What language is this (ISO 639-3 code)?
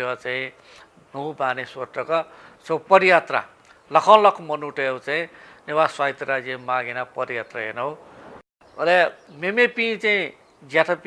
new